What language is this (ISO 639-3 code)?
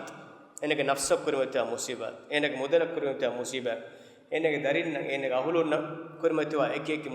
div